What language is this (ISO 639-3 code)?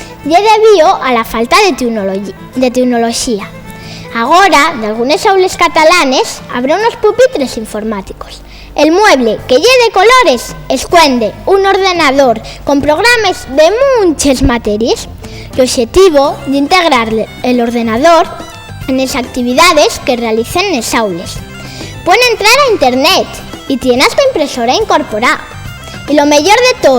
ast